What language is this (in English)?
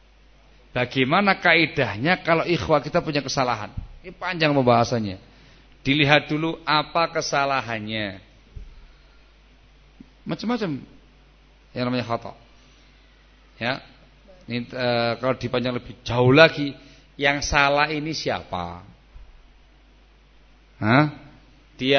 Indonesian